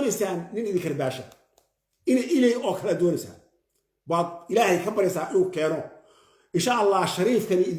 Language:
Somali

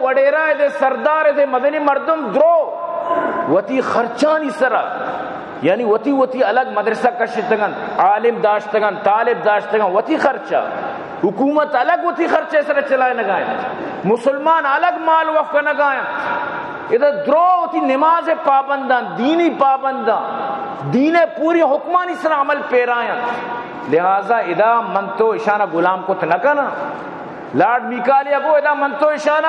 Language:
Baluchi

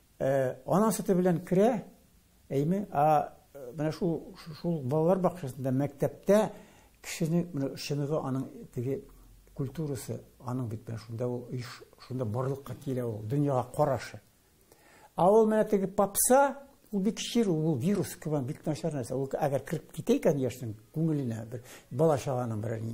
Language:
Tatar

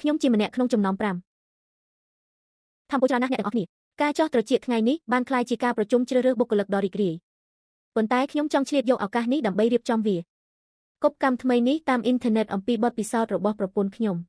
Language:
Khmer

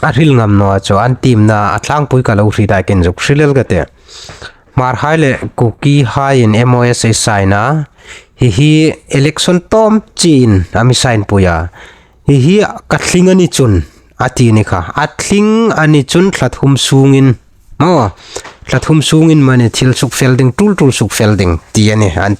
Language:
Hmar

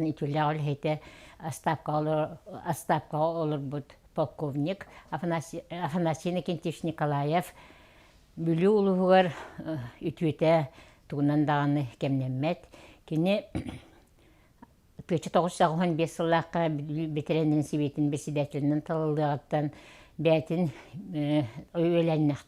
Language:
Yakut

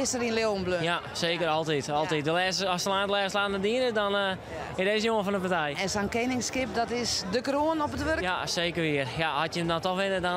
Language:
Western Frisian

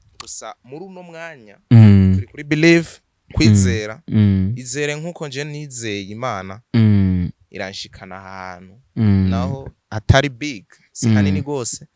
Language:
Rundi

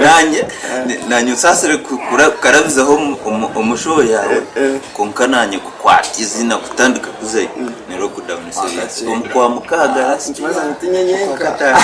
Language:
Nyankole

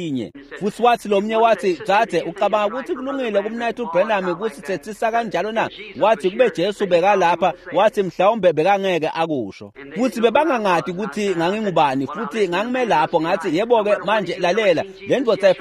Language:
Swati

